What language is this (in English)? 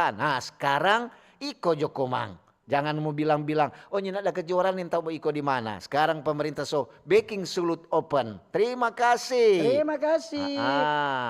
Manado Malay